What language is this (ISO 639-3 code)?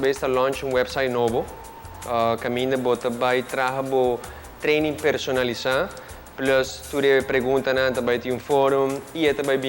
pap